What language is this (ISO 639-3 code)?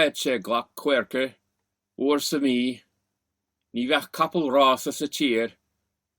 gle